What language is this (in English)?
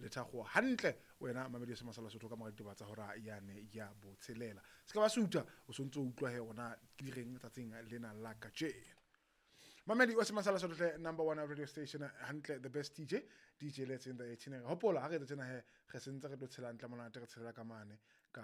Southern Sotho